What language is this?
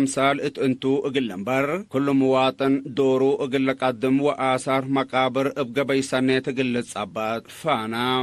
Tigre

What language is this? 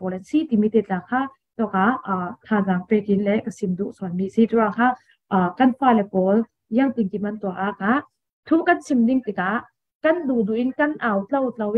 Falam Chin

